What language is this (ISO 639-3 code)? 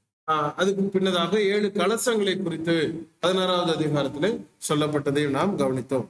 tam